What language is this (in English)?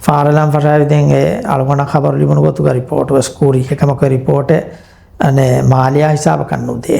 Divehi